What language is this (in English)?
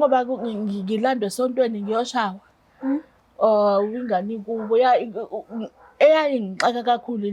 Zulu